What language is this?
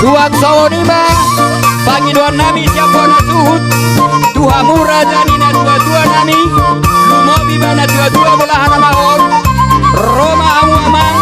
Batak Toba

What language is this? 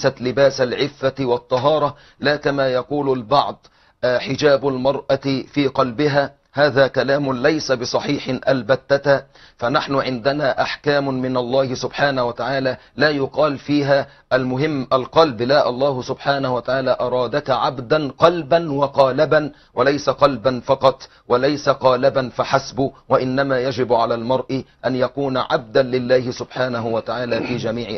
Arabic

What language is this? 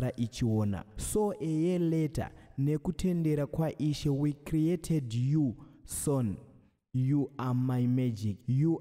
Shona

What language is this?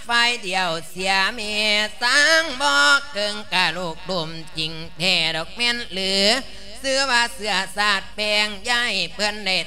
Lao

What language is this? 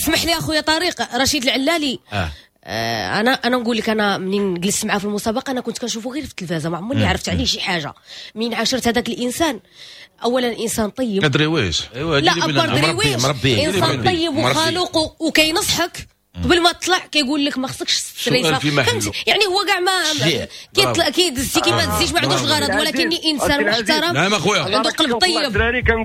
Moroccan Arabic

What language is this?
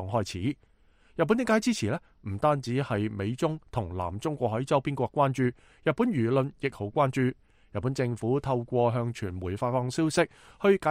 Cantonese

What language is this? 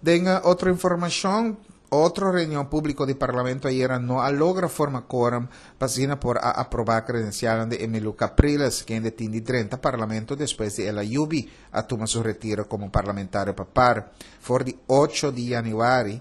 Papiamento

